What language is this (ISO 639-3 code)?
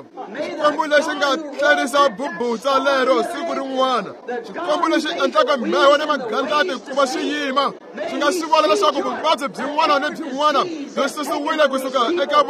tso